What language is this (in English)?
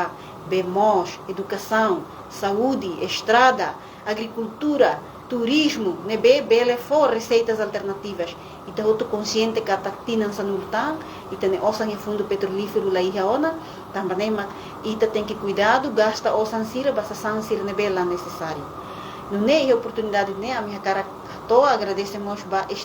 Tetum